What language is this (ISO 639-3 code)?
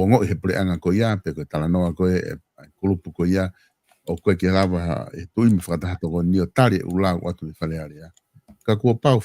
ton